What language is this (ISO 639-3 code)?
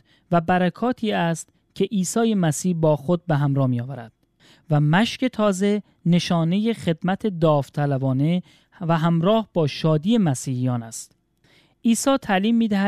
fas